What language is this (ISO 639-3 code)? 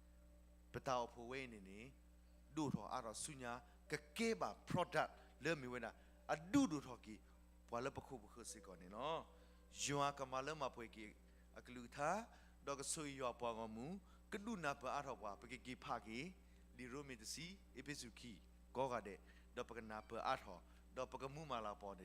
ksw